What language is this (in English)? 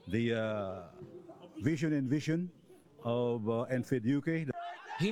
Filipino